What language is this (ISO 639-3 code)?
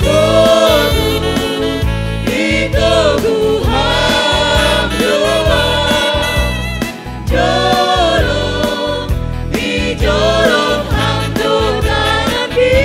bts